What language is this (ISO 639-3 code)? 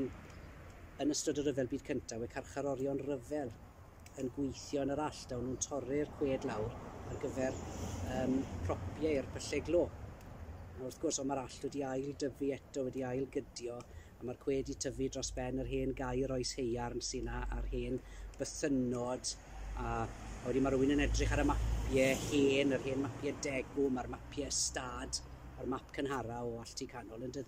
cym